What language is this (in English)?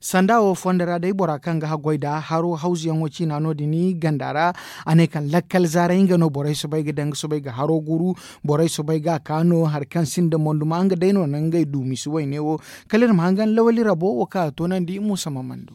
Zarma